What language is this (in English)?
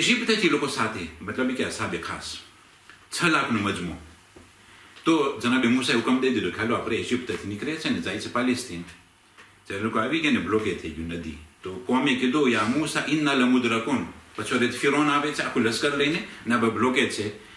Gujarati